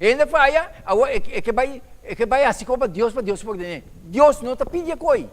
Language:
Papiamento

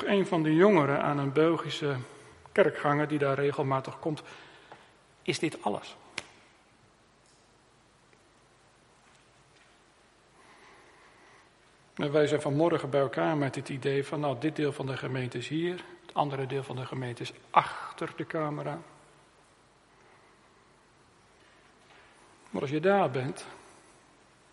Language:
Dutch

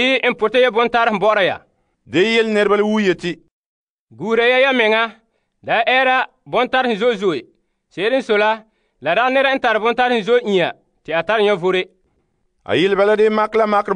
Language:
Frafra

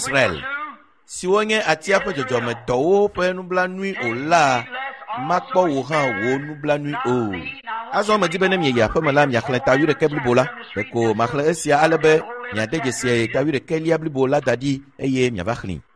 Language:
Ewe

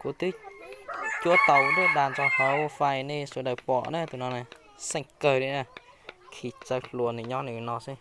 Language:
Hmong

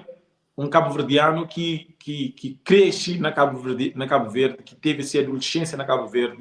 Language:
Kabuverdianu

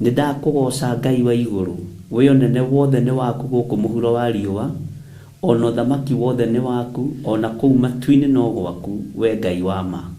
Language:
Kikuyu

